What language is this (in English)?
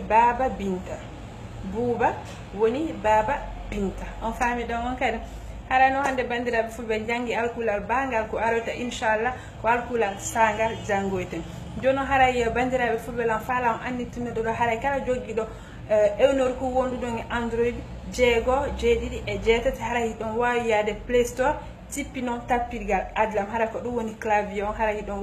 Fula